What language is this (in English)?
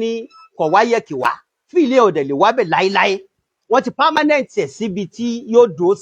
Yoruba